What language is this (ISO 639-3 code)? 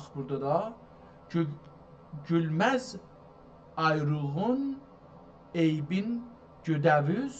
azb